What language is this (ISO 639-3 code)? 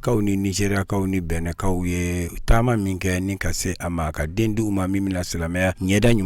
bam